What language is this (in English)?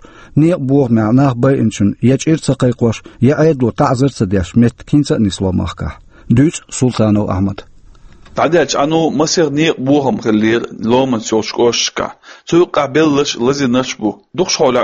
Chechen